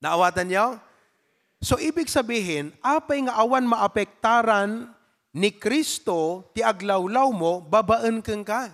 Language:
Iloko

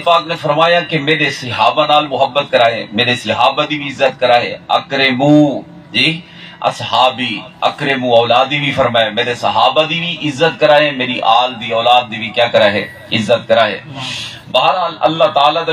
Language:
Saraiki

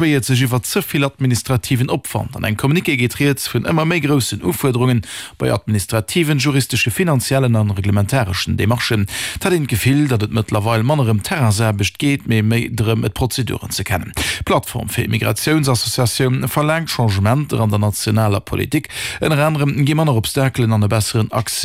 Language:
Luxembourgish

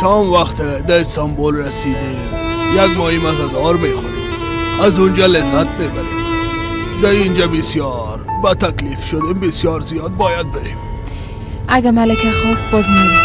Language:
Persian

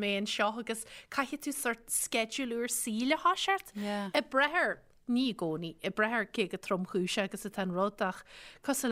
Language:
Irish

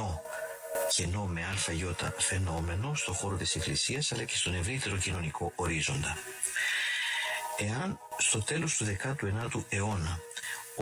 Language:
Greek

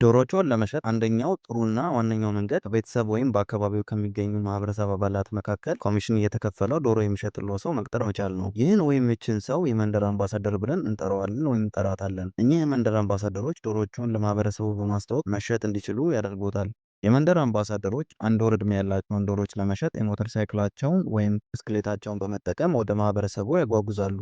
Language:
Amharic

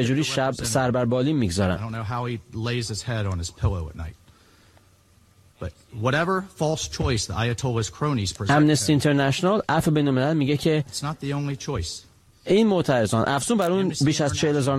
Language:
Persian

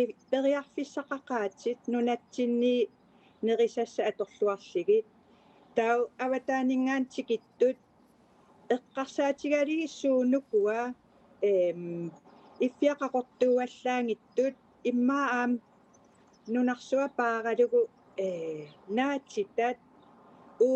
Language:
Kalaallisut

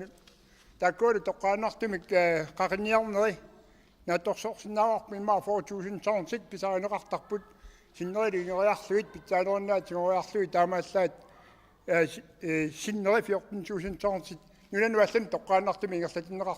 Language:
Kalaallisut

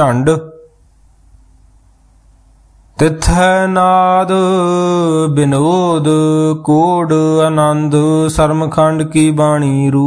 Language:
Punjabi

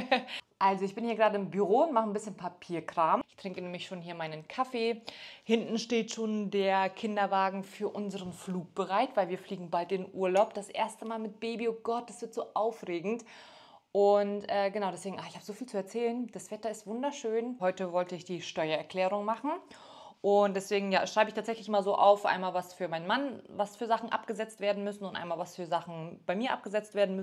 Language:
German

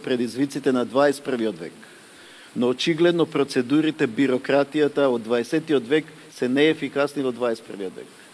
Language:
Macedonian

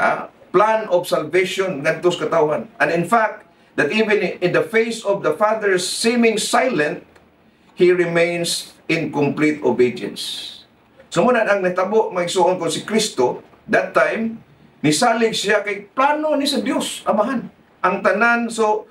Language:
Cebuano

